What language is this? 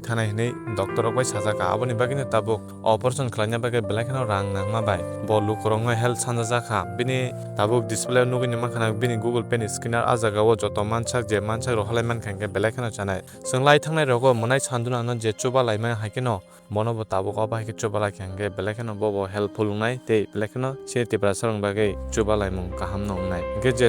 Kok Borok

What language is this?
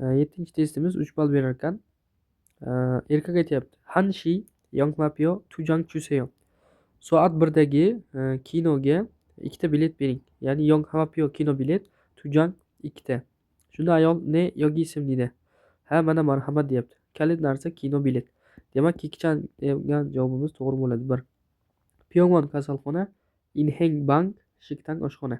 Uzbek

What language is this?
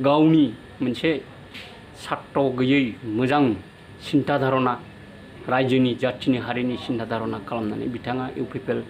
Bodo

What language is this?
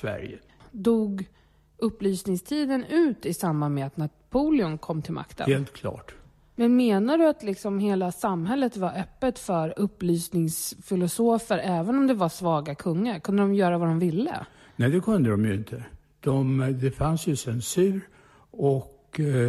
Swedish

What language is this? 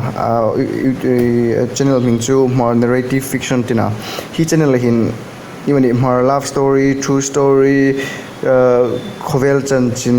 Hmar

